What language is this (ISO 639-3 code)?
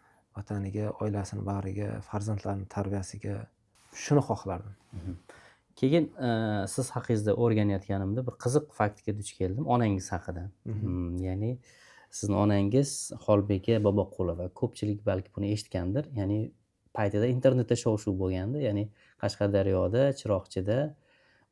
uzb